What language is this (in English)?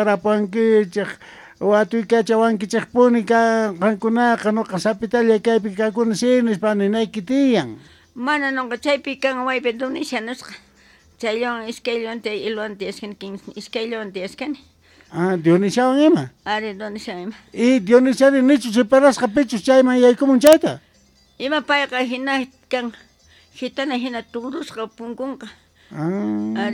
Quechua